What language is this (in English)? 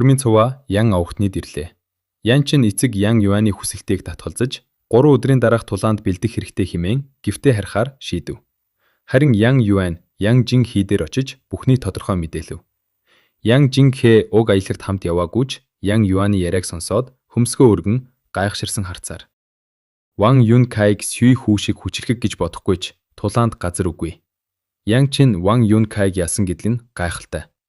Mongolian